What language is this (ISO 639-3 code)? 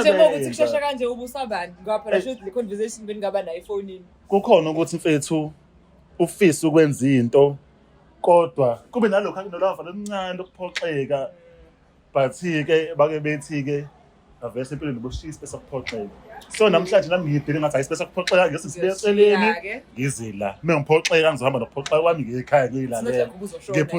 zul